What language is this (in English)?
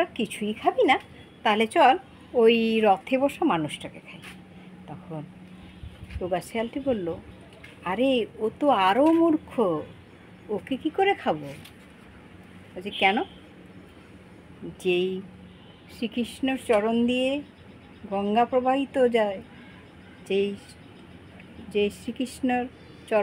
Bangla